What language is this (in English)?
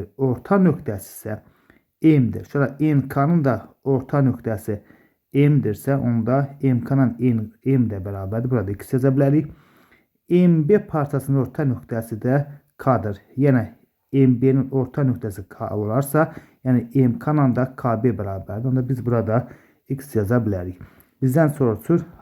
Azerbaijani